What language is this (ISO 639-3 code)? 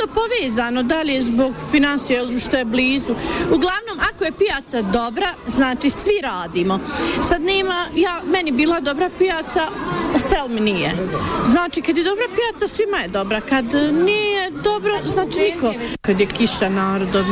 bos